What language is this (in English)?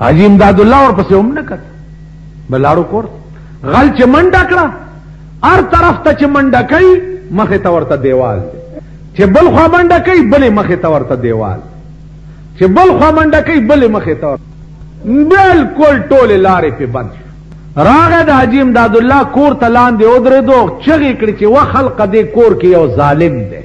Pashto